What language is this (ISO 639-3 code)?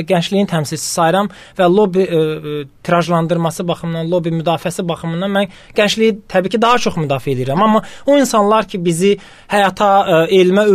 aze